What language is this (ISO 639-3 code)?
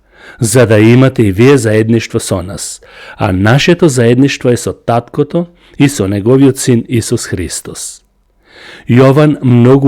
mkd